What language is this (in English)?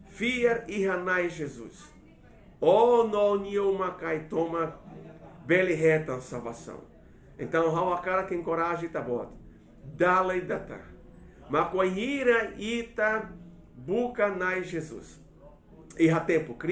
Tetum